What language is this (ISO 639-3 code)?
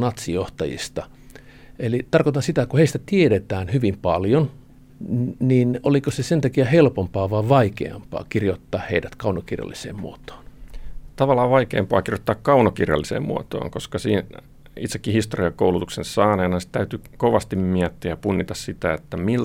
fin